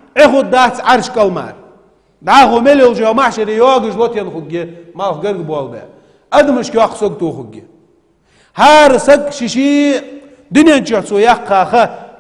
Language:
Ingush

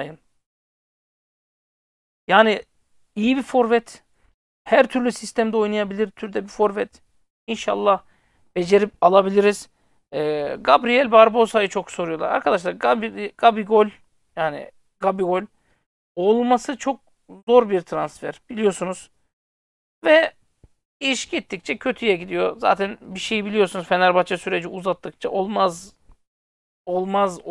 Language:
Turkish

